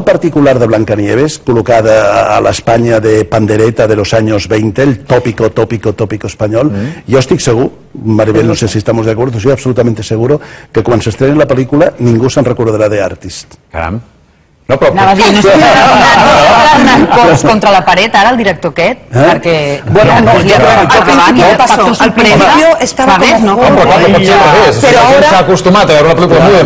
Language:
Catalan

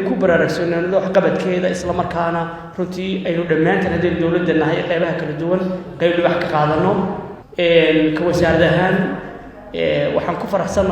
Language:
Somali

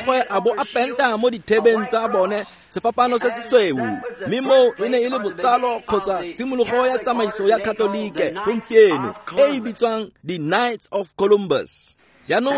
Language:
Tswana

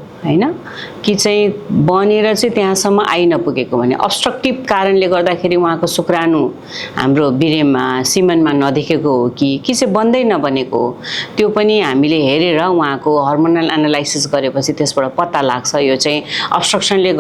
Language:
Nepali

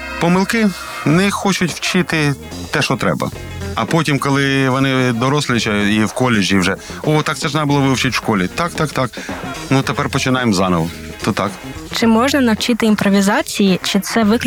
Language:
Ukrainian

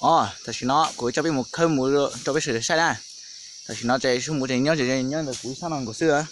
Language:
Hmong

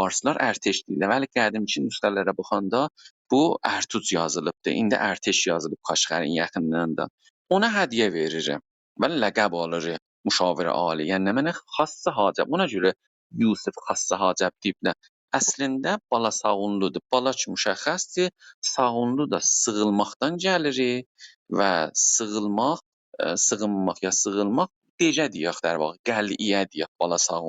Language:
South Azerbaijani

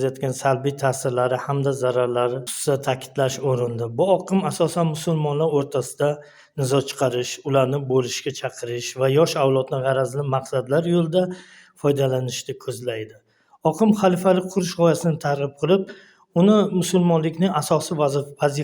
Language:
Uzbek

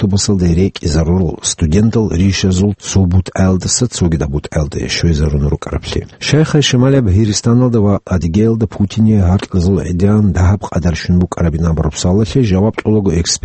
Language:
Avaric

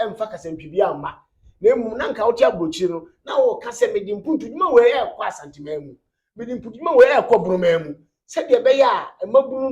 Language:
Akan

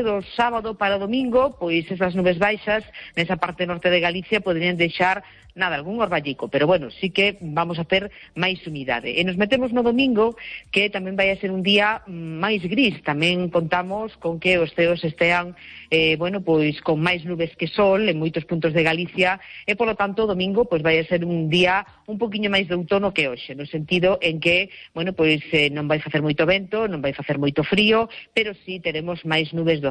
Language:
Galician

